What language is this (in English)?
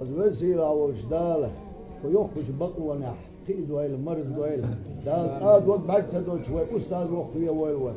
Chechen